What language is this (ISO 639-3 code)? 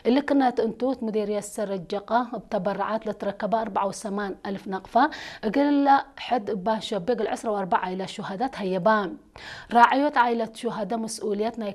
tir